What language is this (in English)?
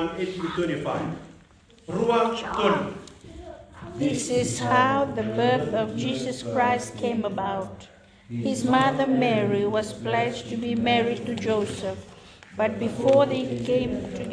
Fijian